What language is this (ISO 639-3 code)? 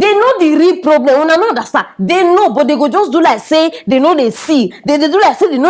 pcm